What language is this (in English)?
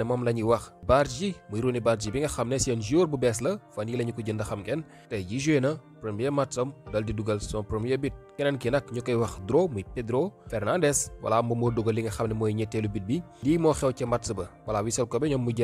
Wolof